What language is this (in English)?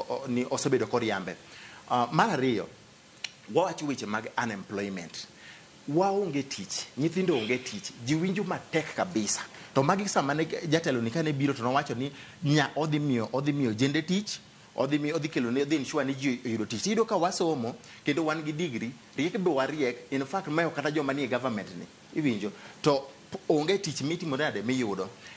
Luo (Kenya and Tanzania)